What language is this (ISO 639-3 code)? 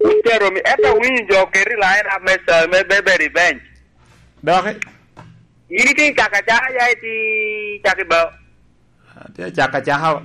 laj